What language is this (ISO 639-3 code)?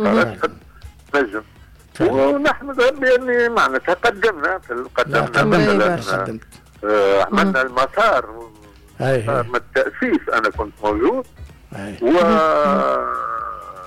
aeb